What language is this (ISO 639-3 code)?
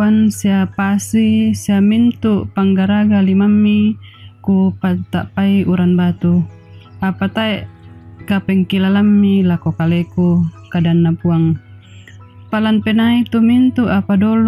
sda